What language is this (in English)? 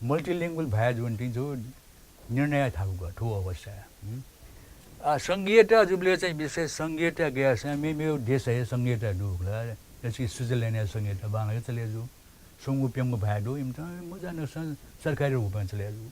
Newari